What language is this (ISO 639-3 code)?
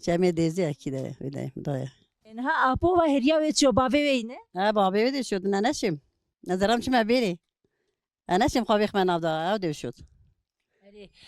kur